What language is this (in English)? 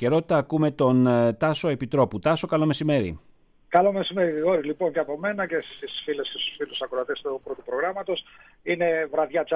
Greek